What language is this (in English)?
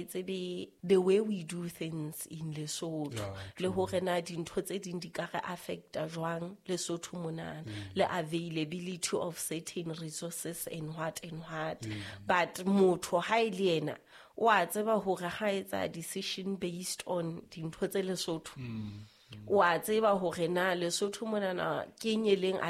Southern Sotho